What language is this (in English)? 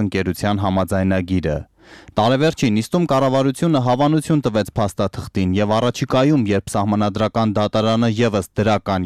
Armenian